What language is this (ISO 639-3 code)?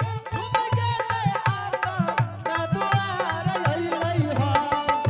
anp